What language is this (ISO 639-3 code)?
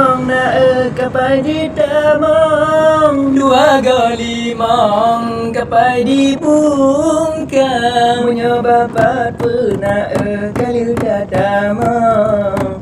ace